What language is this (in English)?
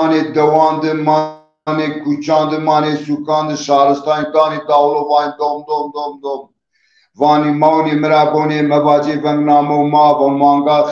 Zaza